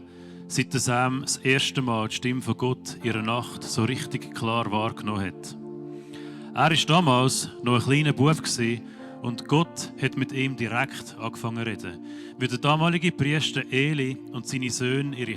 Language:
Swiss German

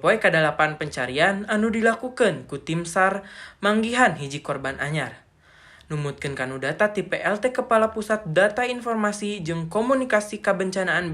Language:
Sundanese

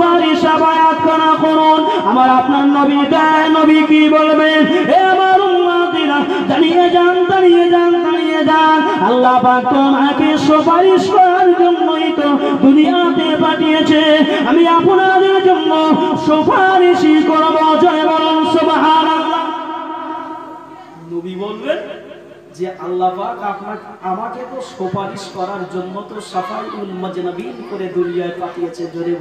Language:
Bangla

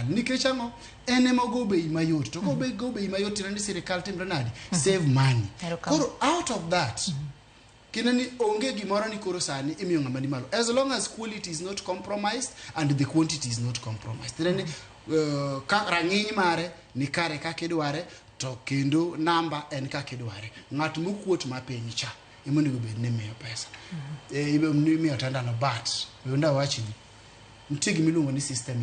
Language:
Luo (Kenya and Tanzania)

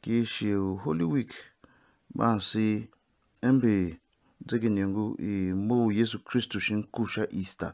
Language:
Tiv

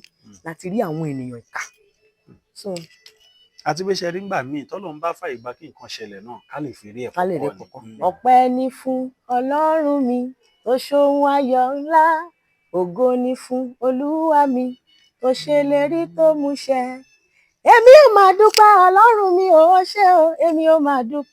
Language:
Yoruba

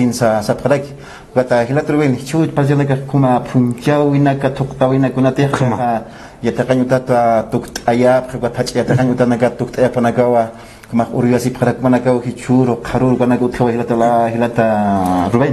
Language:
Aymara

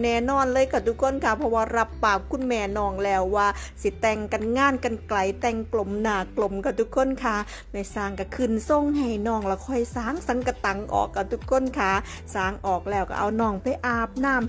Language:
Northeastern Thai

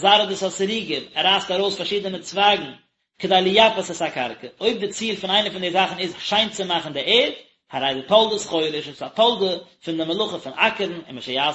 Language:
Yiddish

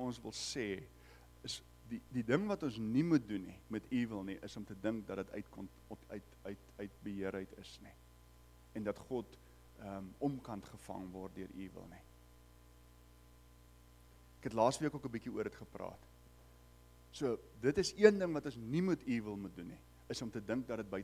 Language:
Afrikaans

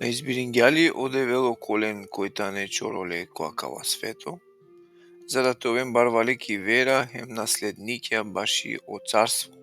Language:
Balkan Romani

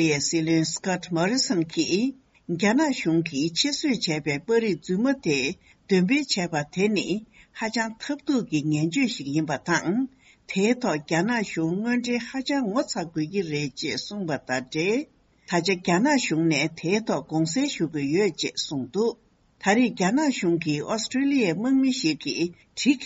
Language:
Tibetan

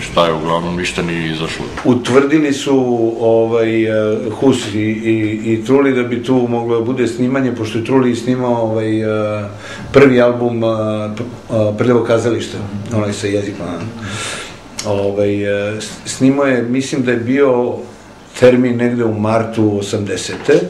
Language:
Serbian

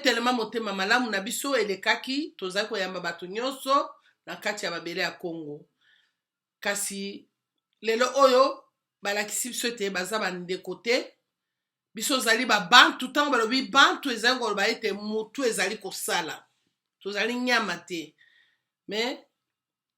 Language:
Lingala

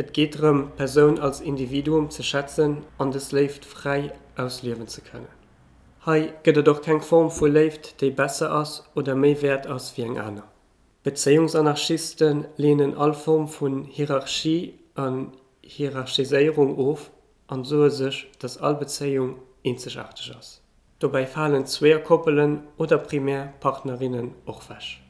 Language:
Luxembourgish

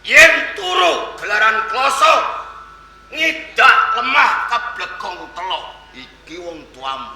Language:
Javanese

